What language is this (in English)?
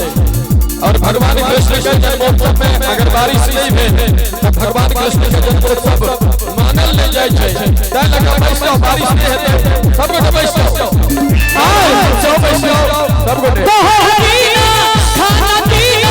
Maithili